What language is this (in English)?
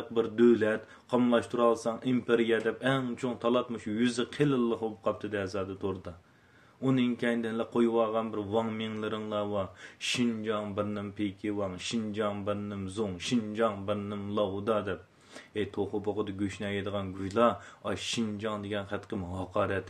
Uyghur